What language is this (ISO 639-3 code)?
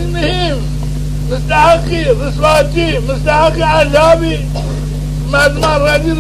zza